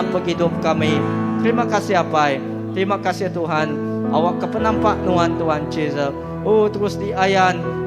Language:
Iban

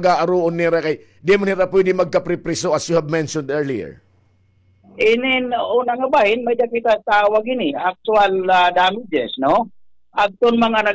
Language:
Waray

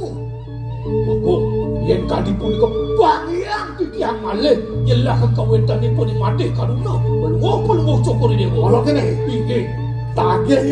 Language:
Balinese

